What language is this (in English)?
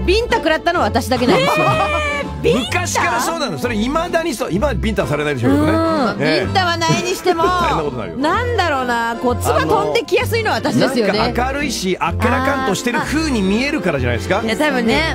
Japanese